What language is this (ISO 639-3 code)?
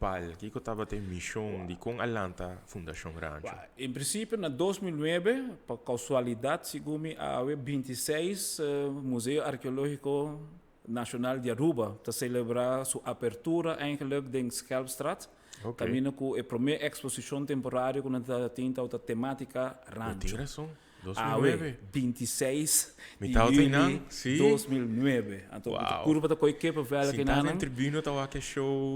pap